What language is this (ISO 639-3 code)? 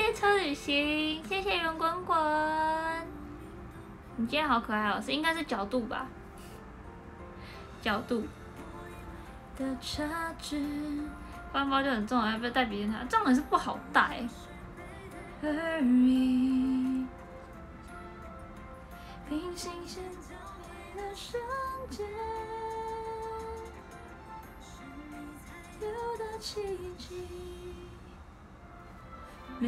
zho